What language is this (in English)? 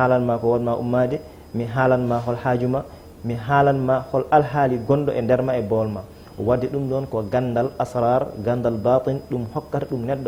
Fula